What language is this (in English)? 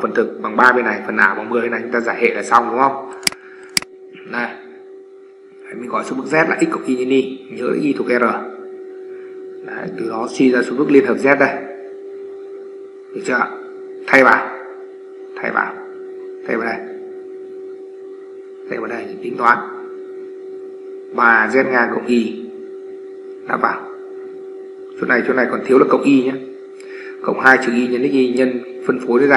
Vietnamese